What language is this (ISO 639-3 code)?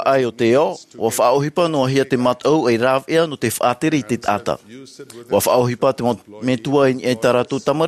tah